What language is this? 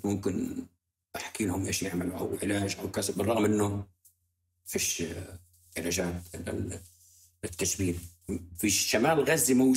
North Levantine Arabic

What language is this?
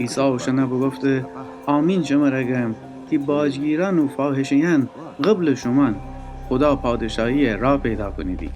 Gilaki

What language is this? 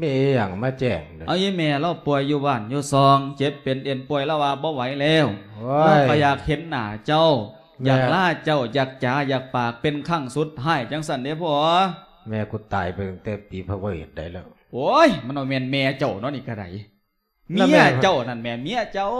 Lao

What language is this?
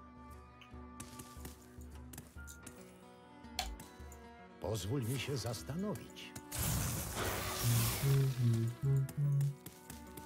Polish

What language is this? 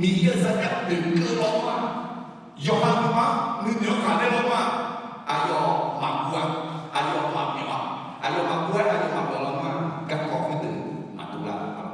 Akha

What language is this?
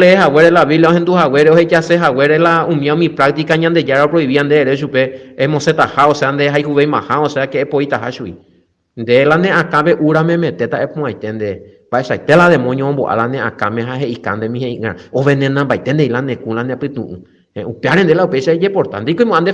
Guarani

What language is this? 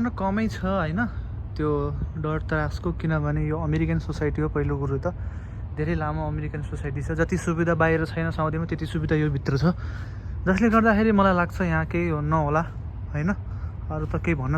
Nepali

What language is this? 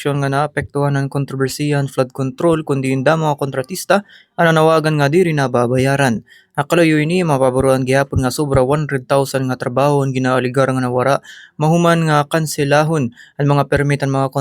Waray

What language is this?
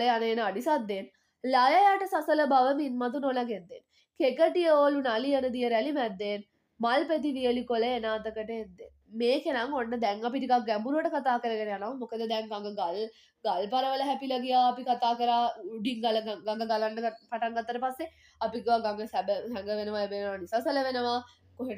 Sinhala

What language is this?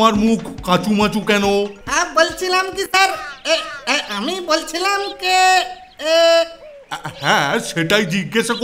Bangla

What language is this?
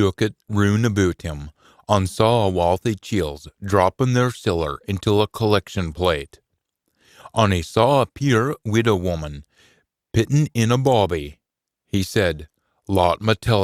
Scots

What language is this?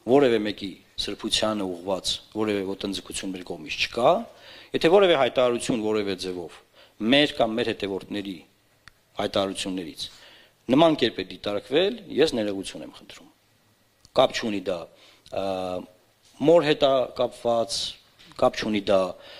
Armenian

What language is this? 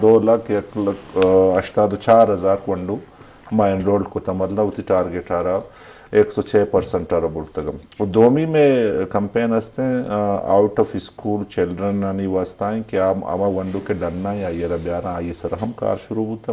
Eastern Balochi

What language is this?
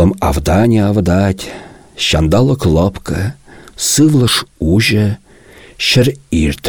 Chuvash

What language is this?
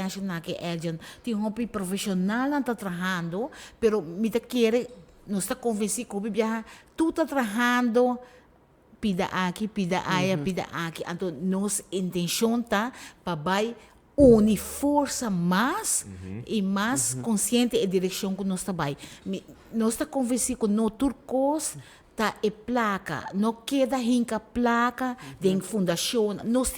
Papiamento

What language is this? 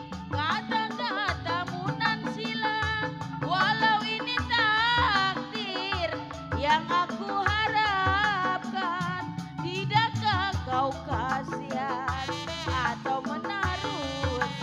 Betawi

